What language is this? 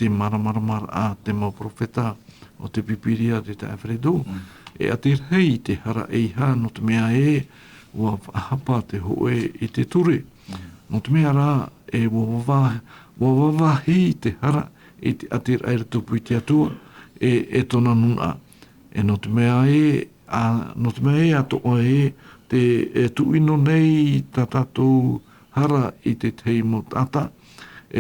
Tahitian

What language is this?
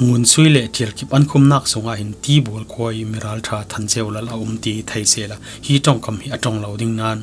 Falam Chin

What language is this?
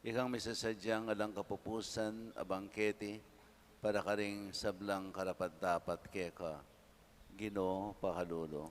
Pampanga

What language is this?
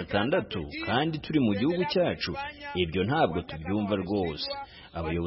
Kinyarwanda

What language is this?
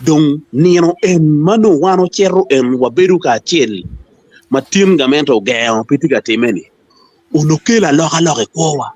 Acoli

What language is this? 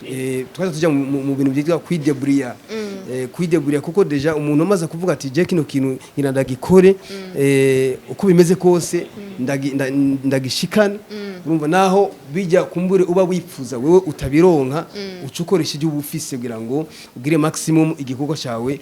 Rundi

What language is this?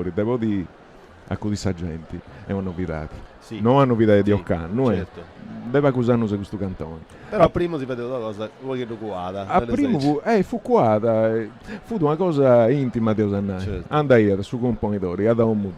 Sardinian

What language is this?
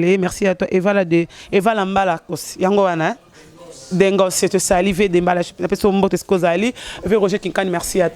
Lingala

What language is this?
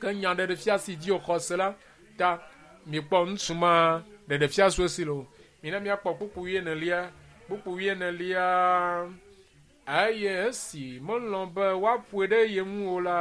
Ewe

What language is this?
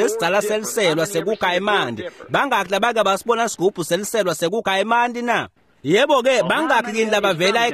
Swati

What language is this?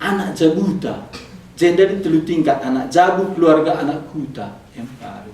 Batak Karo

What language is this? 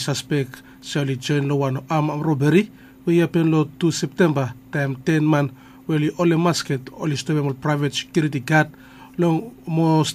Bislama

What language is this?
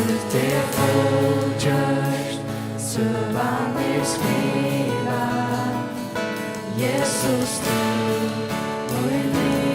Faroese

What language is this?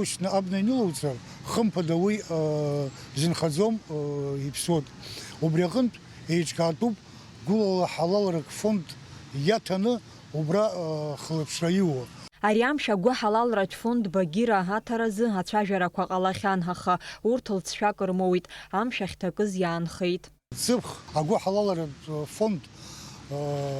Abkhazian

